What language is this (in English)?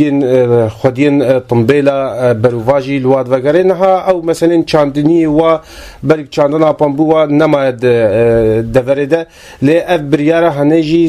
Kurdish